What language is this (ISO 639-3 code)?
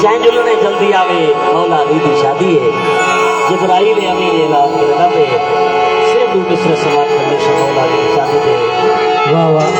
skr